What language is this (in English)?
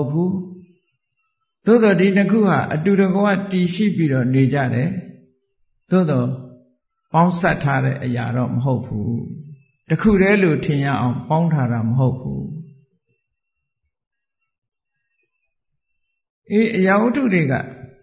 Burmese